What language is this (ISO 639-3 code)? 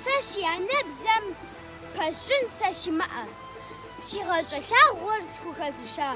kbd